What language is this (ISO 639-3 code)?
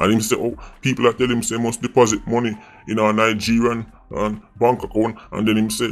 jam